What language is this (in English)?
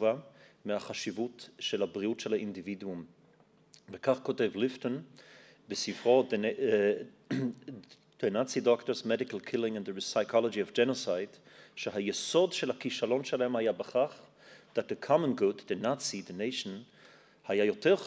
Hebrew